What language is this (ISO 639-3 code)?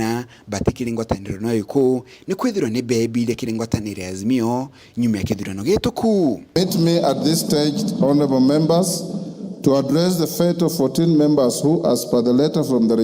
mer